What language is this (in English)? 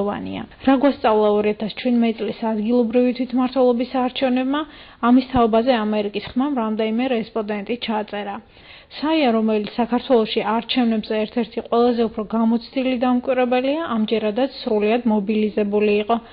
Georgian